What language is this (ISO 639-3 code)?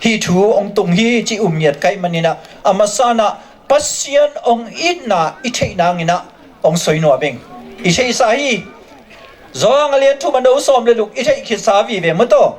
ctd